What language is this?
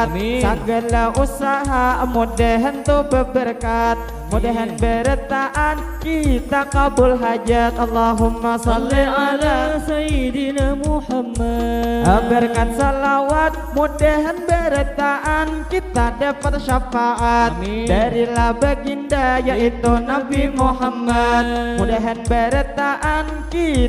Banjar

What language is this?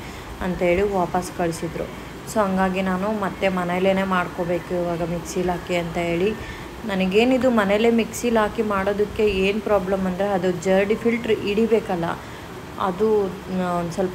Kannada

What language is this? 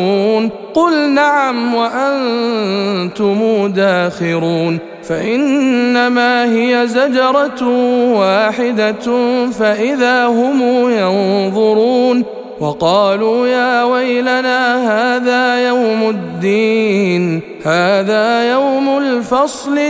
Arabic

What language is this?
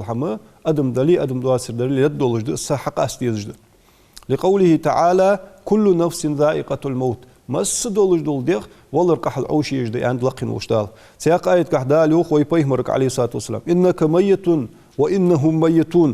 Ingush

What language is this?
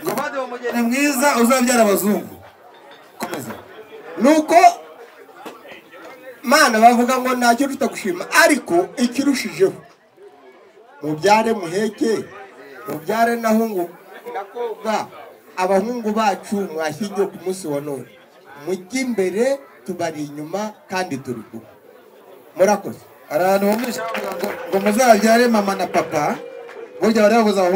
Kinyarwanda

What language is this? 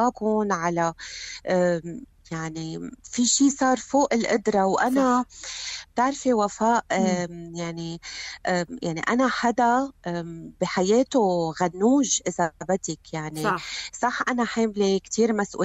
North Levantine Arabic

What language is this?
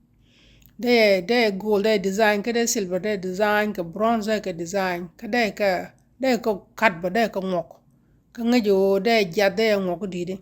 Nuer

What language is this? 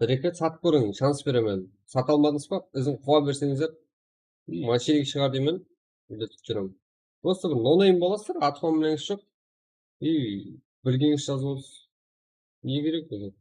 Kara-Kalpak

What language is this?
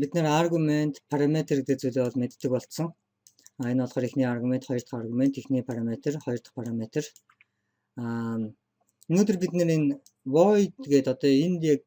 Mongolian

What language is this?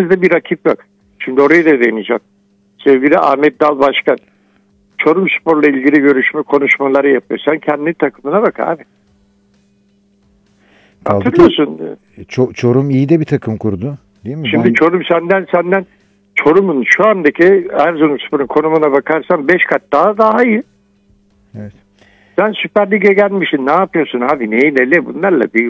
Turkish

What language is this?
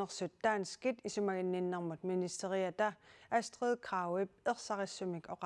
Kalaallisut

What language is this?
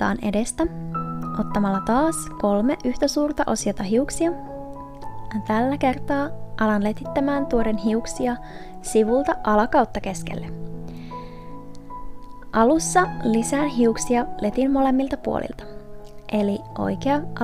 Finnish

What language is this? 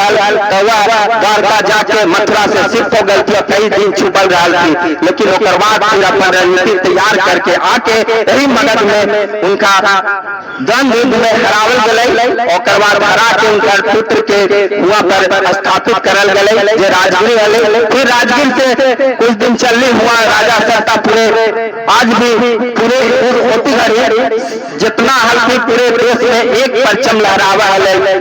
Magahi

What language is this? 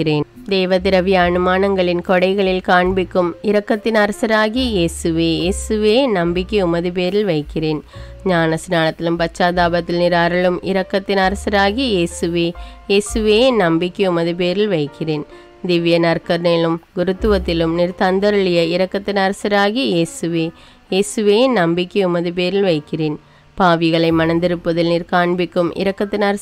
Tamil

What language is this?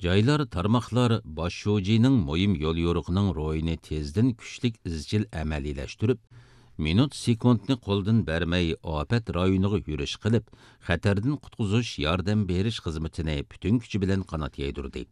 Uyghur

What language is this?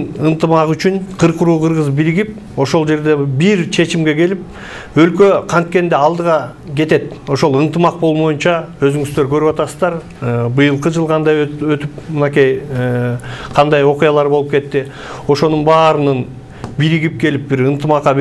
Kyrgyz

